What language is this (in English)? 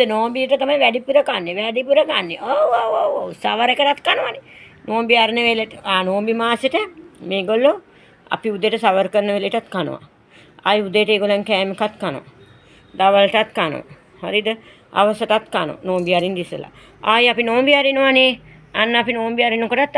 Sinhala